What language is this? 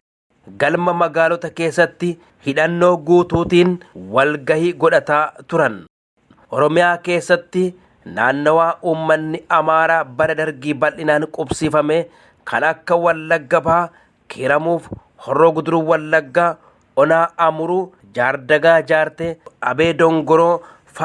Oromo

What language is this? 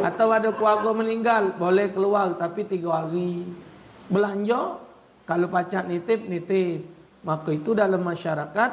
Musi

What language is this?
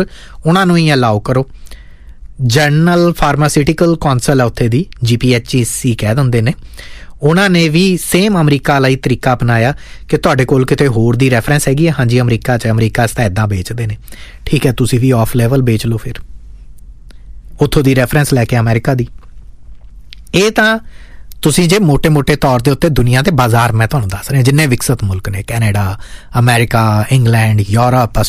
Punjabi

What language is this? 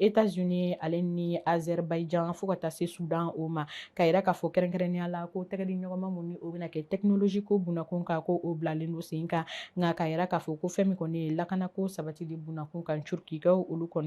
Bambara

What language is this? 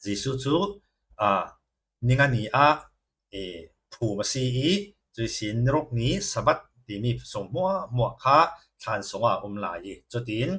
Falam Chin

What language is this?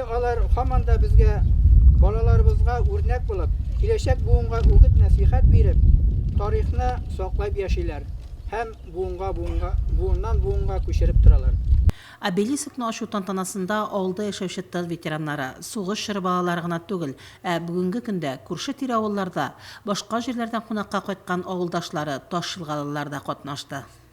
Tatar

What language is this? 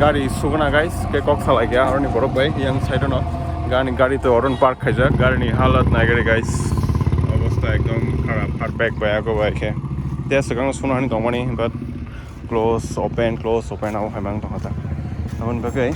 Kok Borok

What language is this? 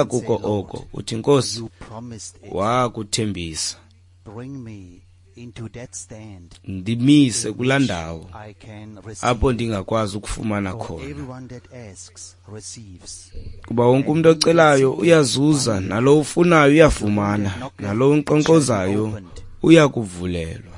Xhosa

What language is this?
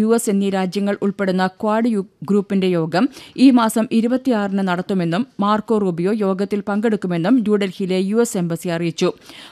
Malayalam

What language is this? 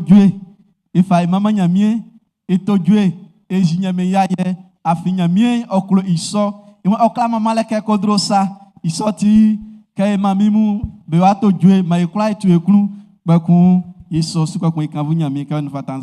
Baoulé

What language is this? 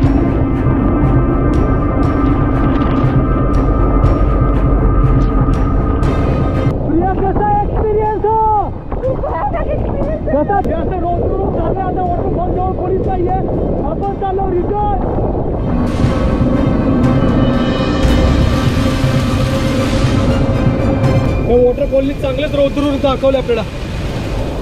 Marathi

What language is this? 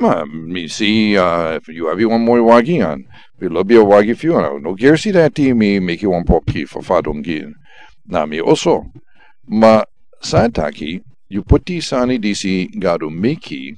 Sranan Tongo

